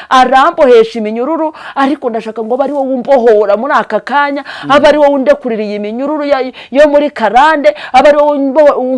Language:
Kinyarwanda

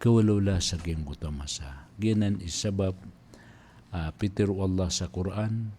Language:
Maranao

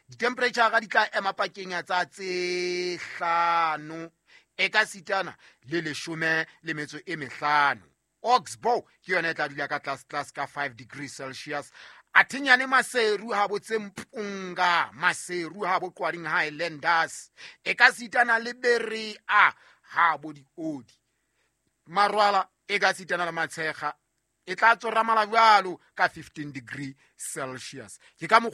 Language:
Southern Sotho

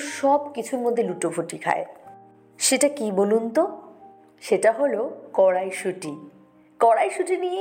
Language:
Bangla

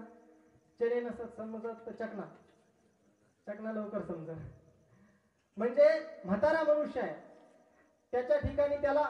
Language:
Marathi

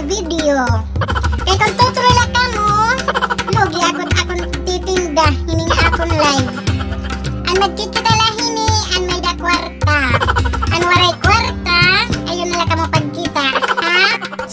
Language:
Waray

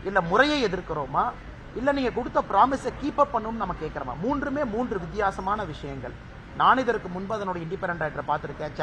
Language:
Tamil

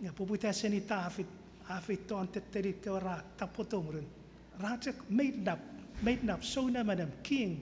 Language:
Chuukese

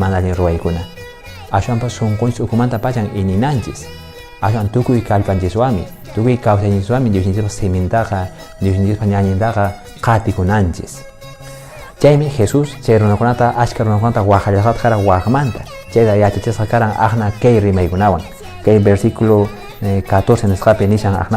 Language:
Quechua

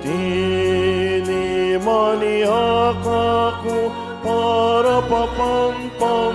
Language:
Pampanga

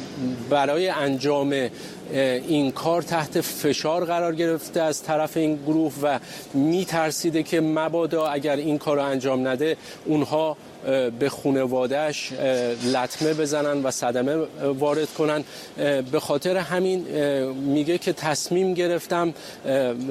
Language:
Persian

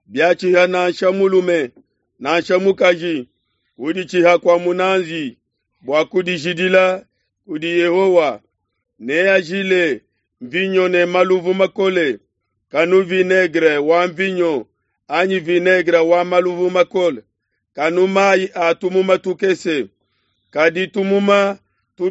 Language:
Luba-Lulua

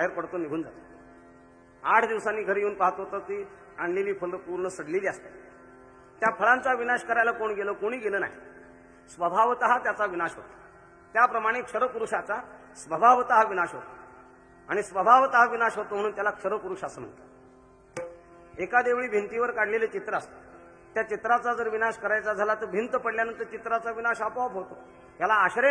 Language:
Marathi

